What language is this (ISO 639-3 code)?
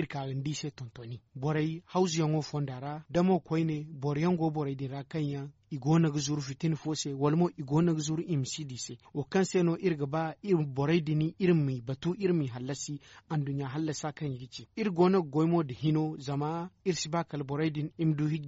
dje